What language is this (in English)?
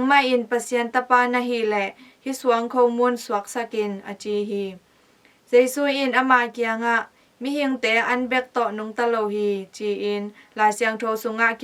Tedim Chin